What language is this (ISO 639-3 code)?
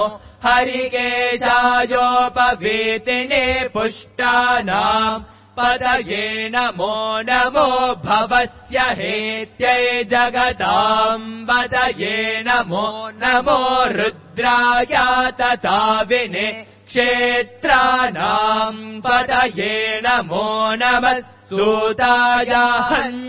san